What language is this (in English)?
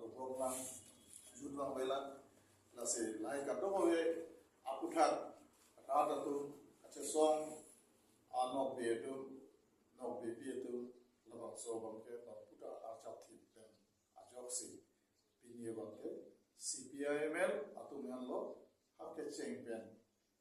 Karbi